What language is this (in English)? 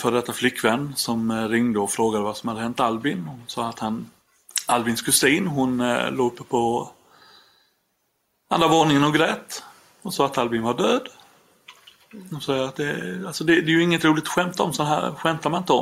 Swedish